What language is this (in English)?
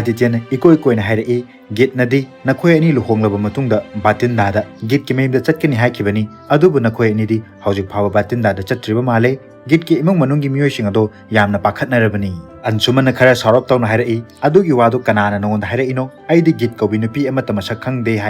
Manipuri